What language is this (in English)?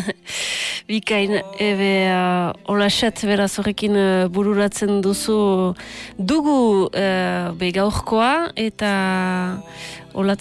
Basque